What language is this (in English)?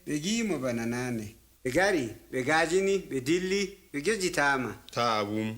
Adamawa Fulfulde